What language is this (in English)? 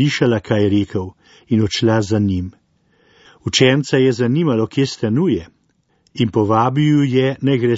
Slovenian